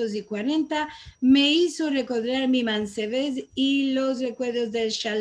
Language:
Ladino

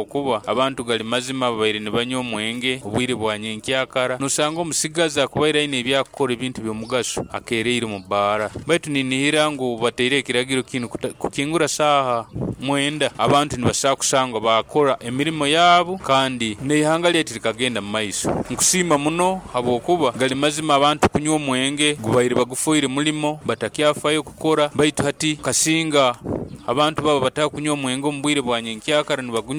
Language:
Nyoro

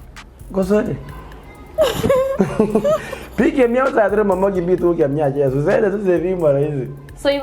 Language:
Kalenjin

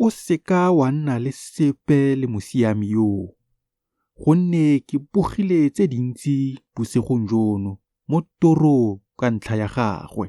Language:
Tswana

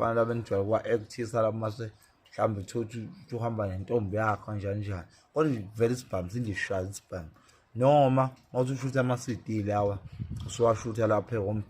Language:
Zulu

